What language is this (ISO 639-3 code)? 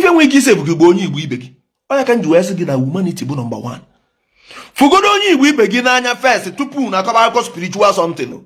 ibo